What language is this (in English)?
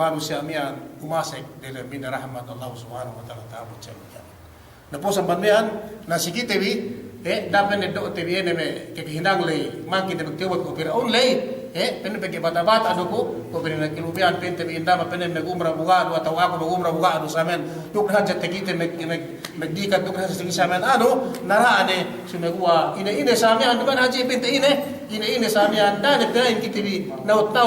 Yakan